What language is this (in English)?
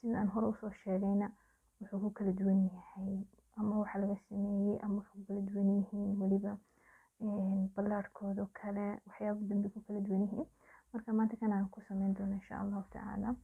Somali